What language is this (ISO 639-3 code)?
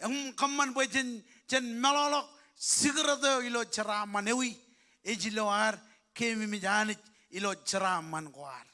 mah